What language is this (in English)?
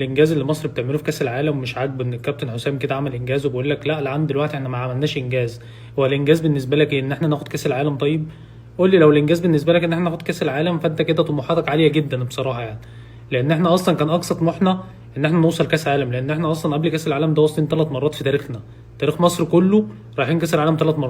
Egyptian Arabic